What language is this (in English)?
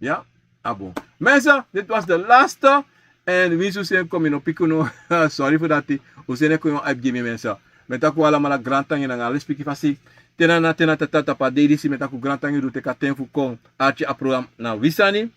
Sranan Tongo